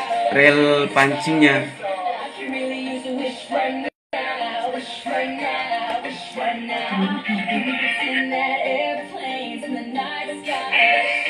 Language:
Indonesian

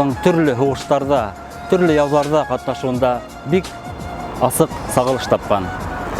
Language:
Bashkir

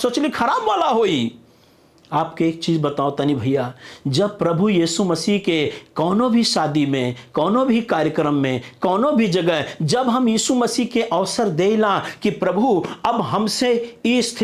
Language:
Bhojpuri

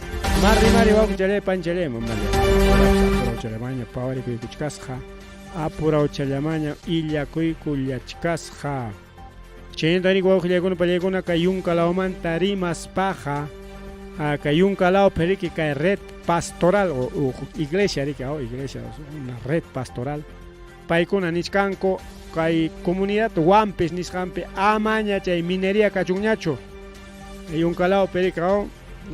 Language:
Ayacucho Quechua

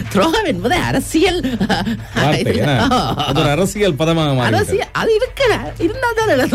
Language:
Tamil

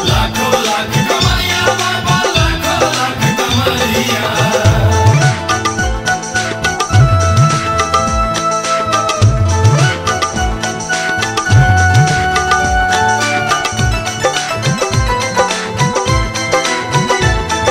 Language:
Maithili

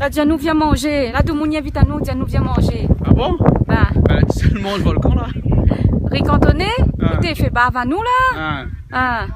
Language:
Réunion Creole French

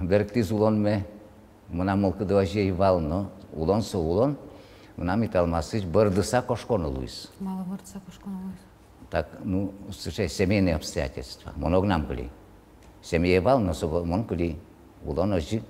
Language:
Udmurt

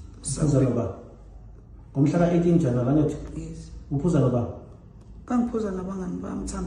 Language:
Zulu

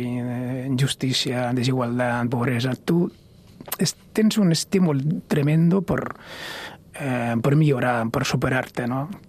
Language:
Catalan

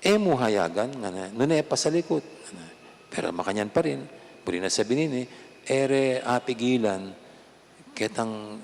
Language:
Pampanga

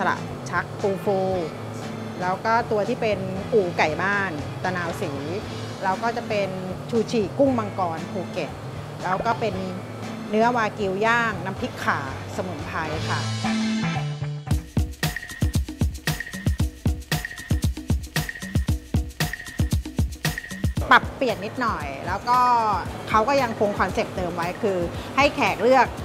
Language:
Thai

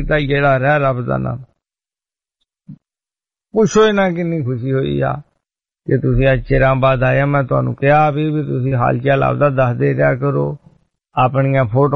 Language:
Punjabi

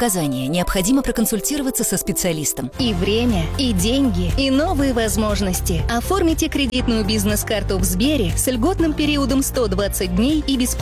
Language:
Russian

